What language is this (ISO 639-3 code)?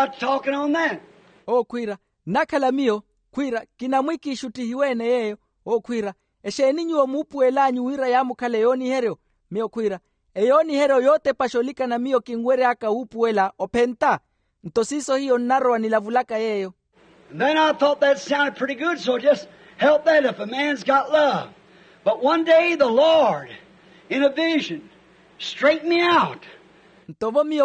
vmw